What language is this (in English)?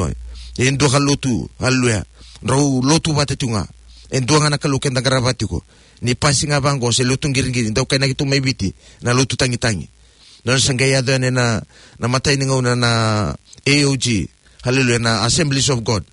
Fijian